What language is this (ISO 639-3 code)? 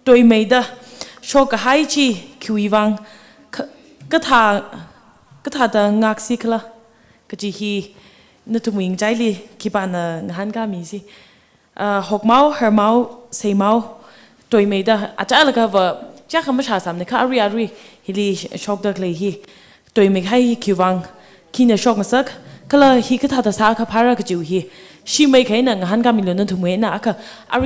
nmf